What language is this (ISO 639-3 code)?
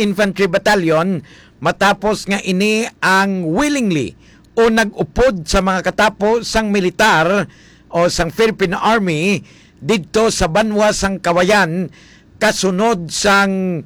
hil